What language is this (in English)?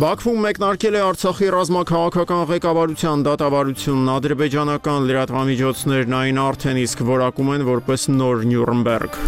Armenian